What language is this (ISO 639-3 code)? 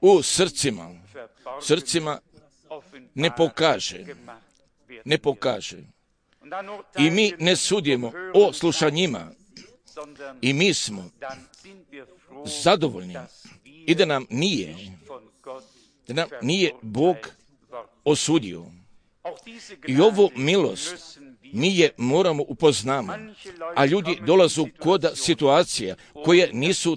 hrv